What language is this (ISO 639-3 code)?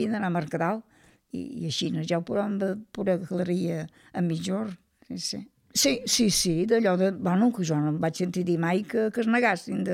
cat